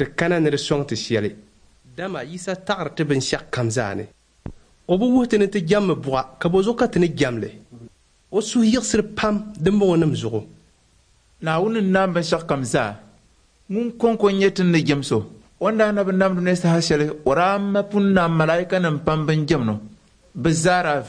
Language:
Dagbani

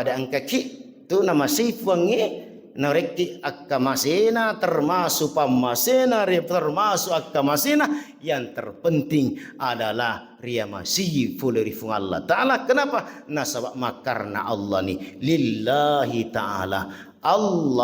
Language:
Buginese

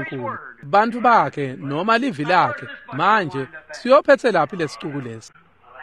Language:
Swati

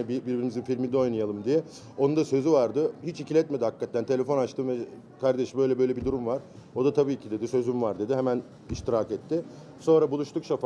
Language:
Turkish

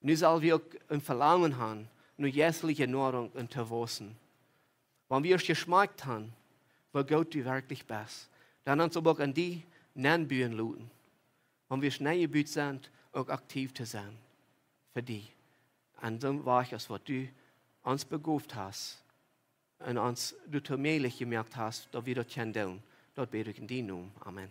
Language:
Plautdietsch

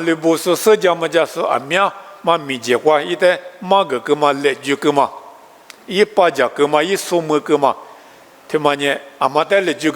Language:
Lisu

